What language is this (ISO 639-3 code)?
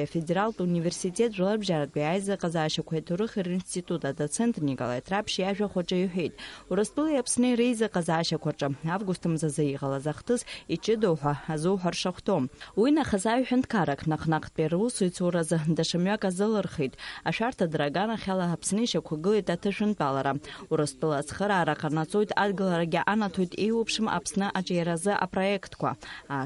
abk